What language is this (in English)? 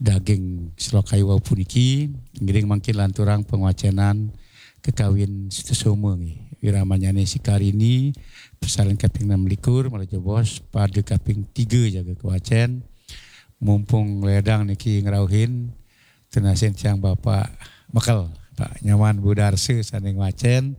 Balinese